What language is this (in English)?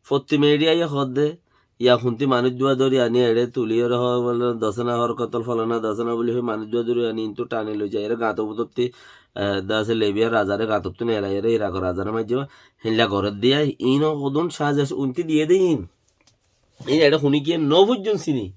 Rohingya